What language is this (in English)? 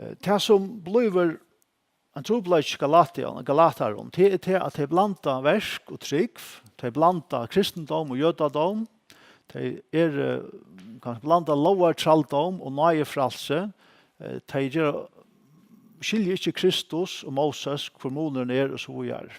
Faroese